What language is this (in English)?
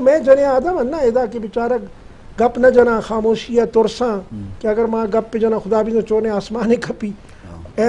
Eastern Balochi